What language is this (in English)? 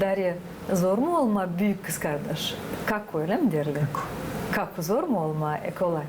Gagauz